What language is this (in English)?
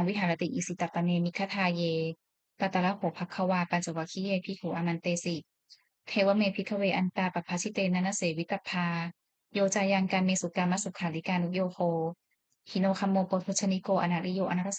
Pali